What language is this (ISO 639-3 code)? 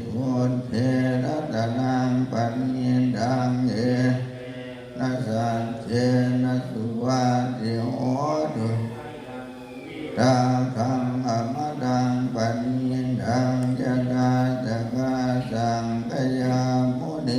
pli